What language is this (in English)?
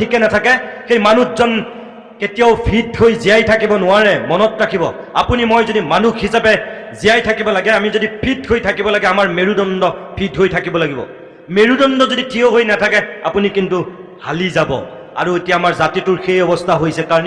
Assamese